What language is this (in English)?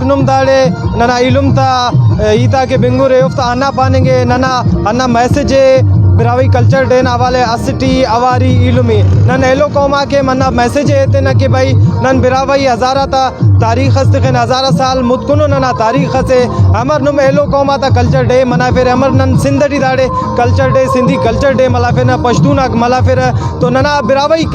Brahui